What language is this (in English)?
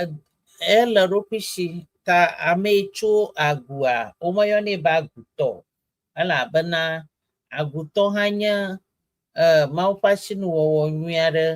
Ewe